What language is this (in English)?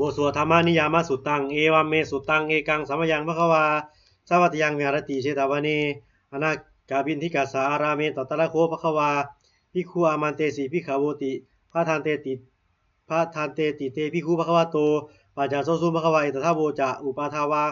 Pali